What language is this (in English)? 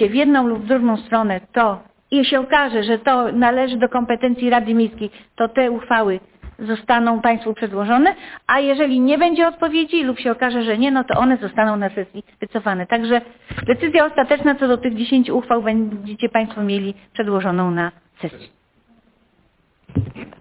Polish